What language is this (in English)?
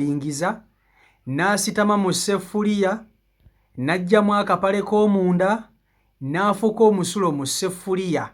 Ganda